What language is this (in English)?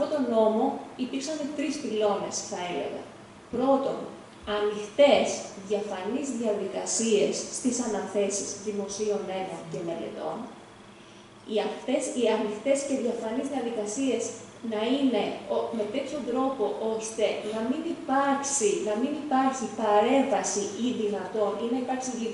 Greek